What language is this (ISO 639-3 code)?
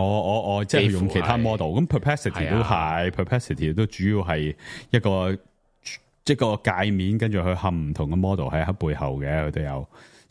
yue